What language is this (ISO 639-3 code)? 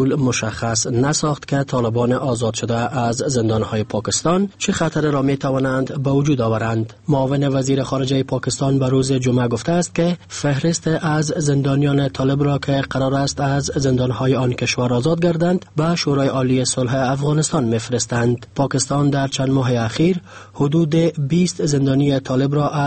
fas